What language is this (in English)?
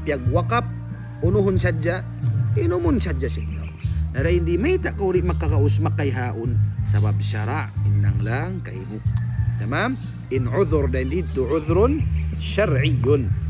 Tausug